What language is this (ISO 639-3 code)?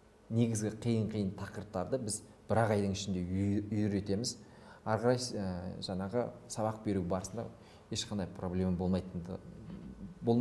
kaz